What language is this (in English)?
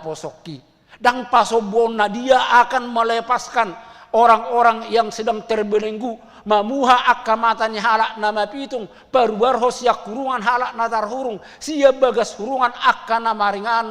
Batak Toba